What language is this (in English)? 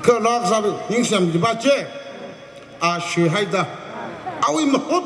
Tangkhul Naga (India)